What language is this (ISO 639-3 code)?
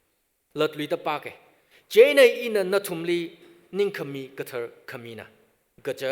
nmf